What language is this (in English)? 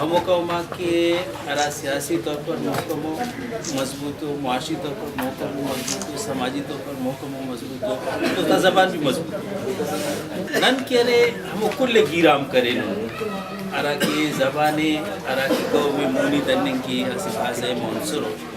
Brahui